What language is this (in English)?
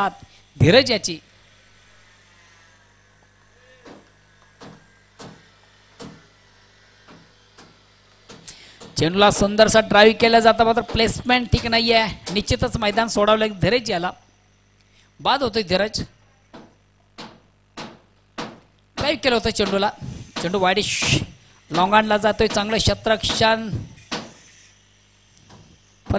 Marathi